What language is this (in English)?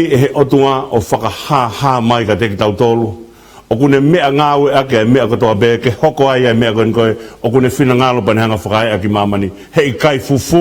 Tongan